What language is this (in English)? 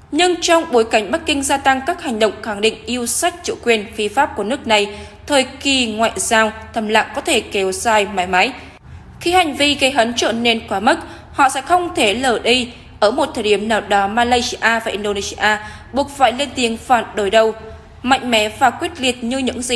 Vietnamese